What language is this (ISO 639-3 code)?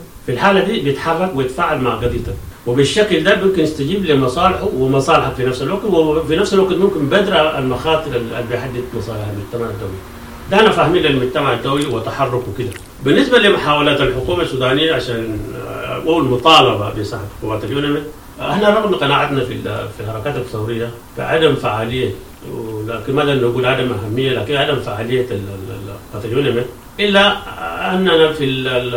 apd